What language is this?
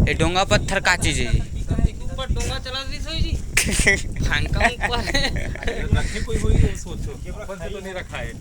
Chhattisgarhi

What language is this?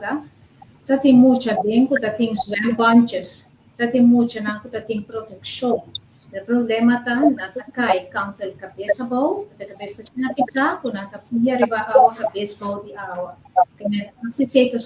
Papiamento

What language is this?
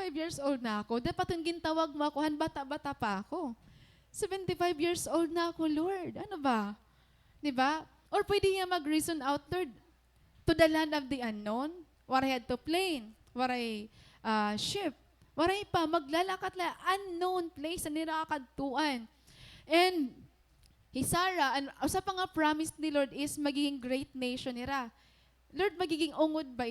Waray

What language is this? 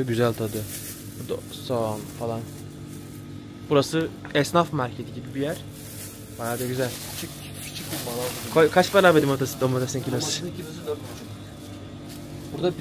Turkish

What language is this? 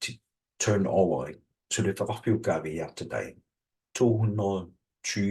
Kalaallisut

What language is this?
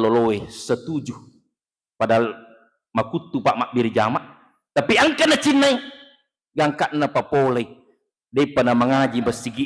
Buginese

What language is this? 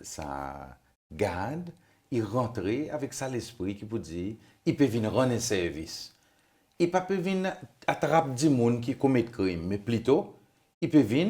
Seselwa Creole French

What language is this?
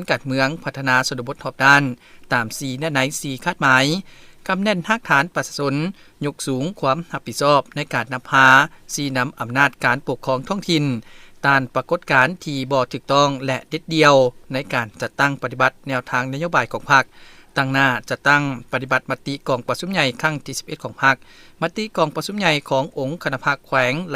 Lao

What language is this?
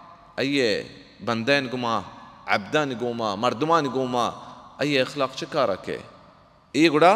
Baluchi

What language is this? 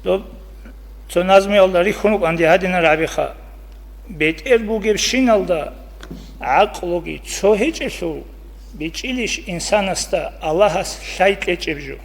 Avaric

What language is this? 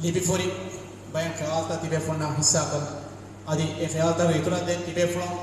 Divehi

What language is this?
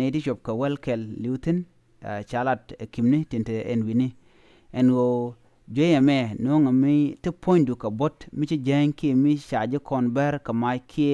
Nuer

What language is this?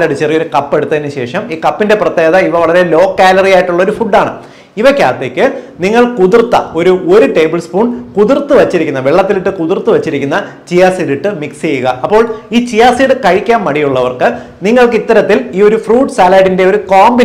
Malayalam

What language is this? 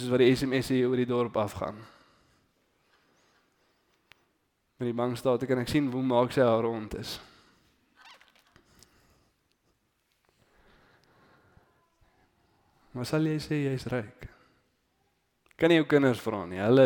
Afrikaans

